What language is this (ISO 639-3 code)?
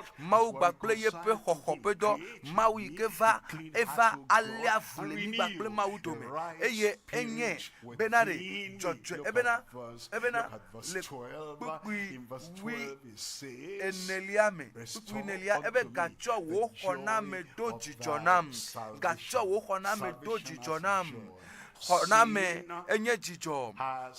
ewe